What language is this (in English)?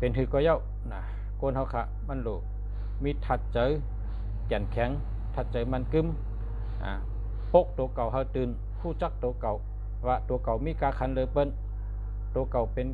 Shan